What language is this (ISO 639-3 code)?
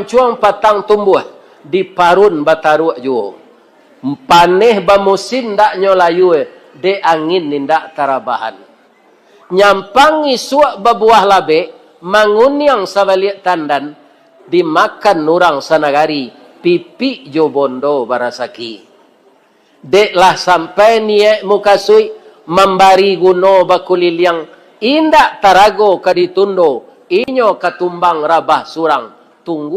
min